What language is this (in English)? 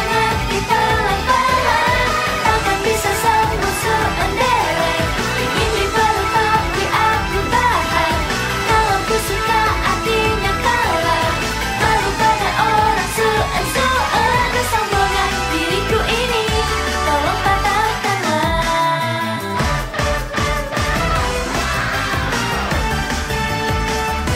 Indonesian